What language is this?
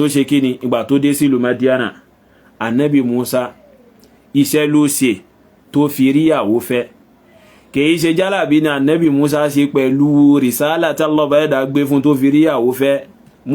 Yoruba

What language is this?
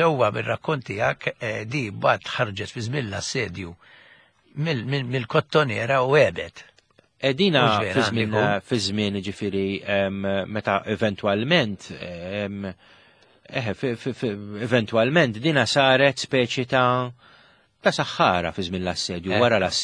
Maltese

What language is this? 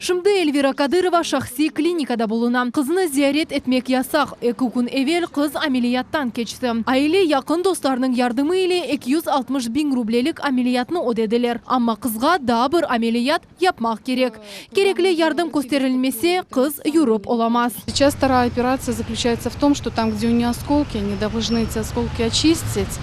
Crimean Tatar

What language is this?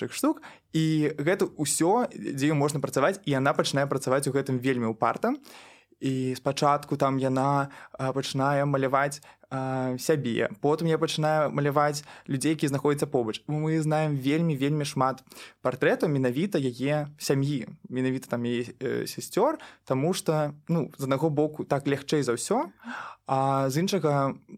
Belarusian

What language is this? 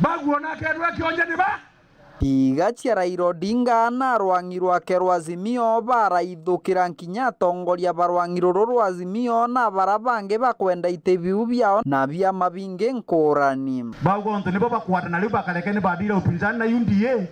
Meru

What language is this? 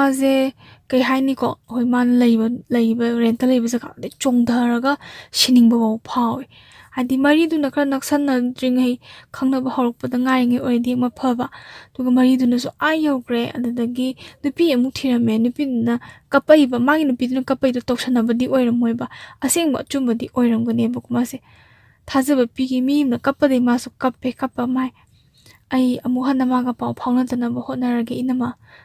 Manipuri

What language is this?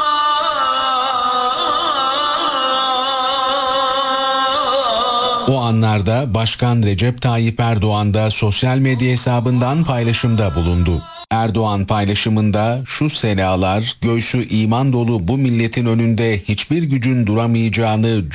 Turkish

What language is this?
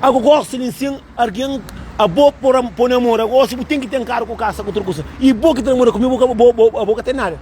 Kabuverdianu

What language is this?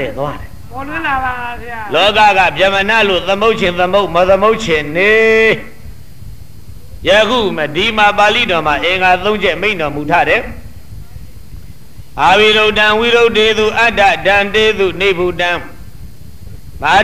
Burmese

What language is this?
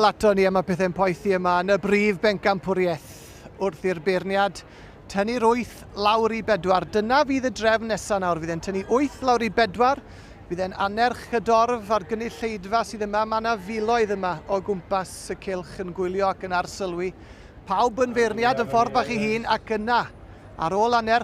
Welsh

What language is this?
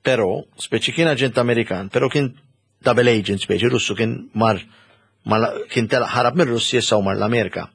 Maltese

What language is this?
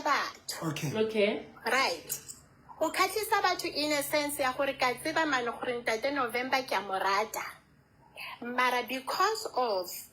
Southern Sotho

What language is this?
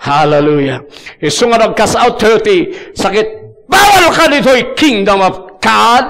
Iloko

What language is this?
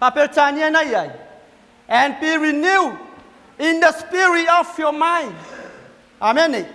Samoan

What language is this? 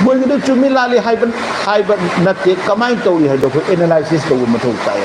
Manipuri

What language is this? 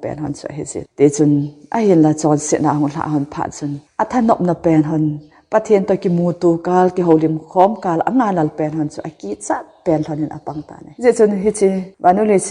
Thado Chin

